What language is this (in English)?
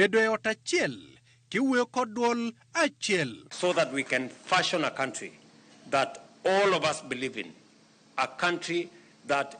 Luo (Kenya and Tanzania)